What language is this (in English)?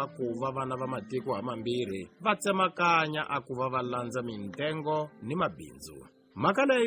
Tsonga